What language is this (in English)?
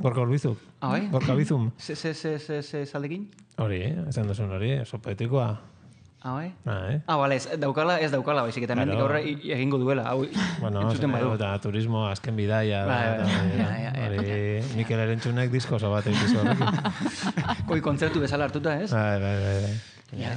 Basque